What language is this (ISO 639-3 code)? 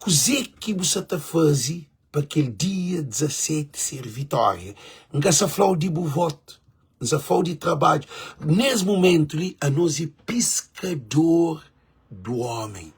kea